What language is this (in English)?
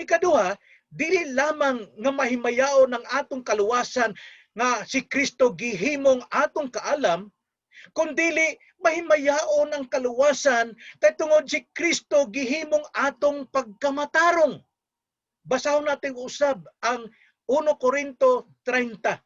Cebuano